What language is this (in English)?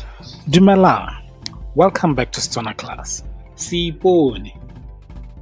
Tswana